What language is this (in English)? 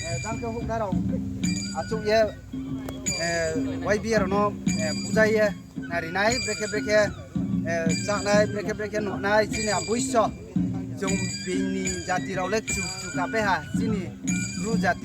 Riang (India)